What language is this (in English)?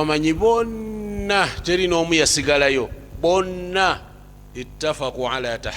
Ganda